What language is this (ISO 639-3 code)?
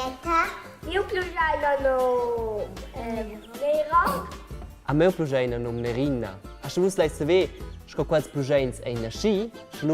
roh